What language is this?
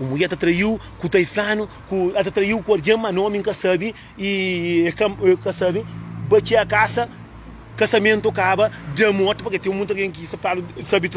Kabuverdianu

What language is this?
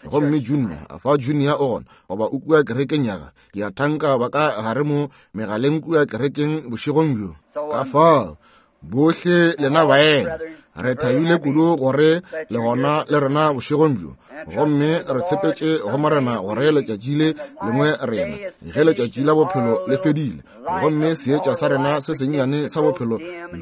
Northern Sotho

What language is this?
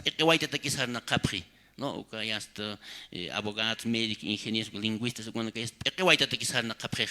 Aymara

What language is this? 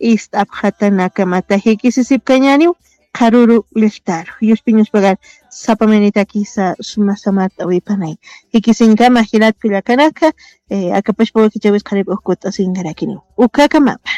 Aymara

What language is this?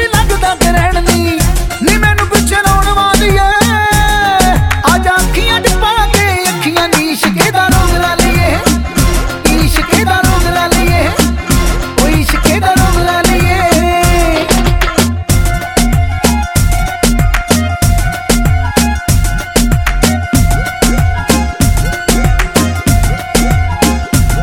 Punjabi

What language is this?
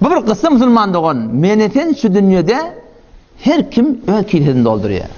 Turkmen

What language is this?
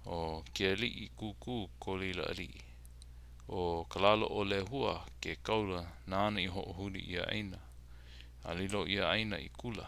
Hawaiian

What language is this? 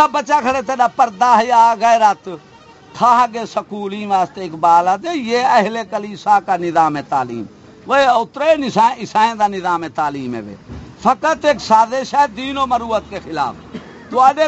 Saraiki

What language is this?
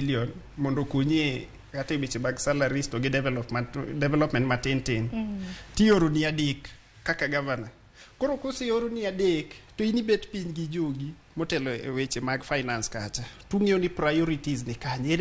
Luo (Kenya and Tanzania)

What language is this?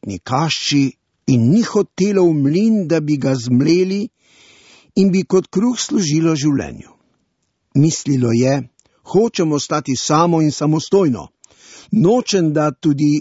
Slovenian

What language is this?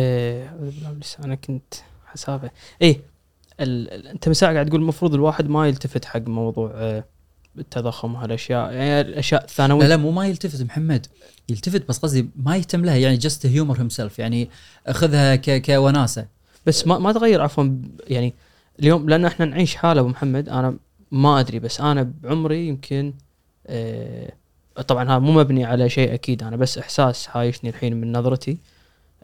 Gulf Arabic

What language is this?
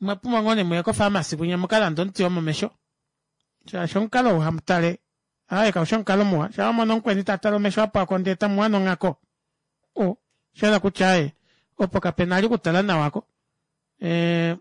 Kuanyama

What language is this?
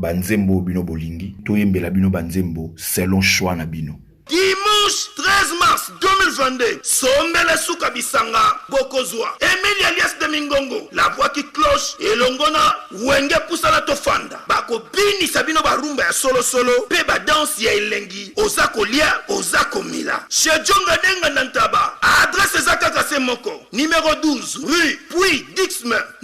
Lingala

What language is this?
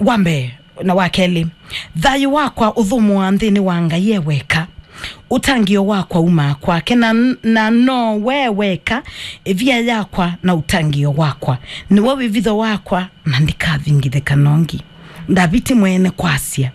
Kamba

